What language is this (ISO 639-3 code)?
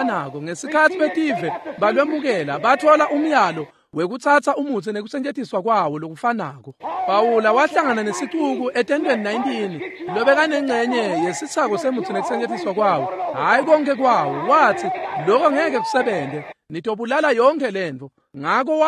ssw